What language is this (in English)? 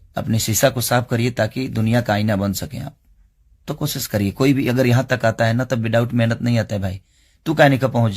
Bhojpuri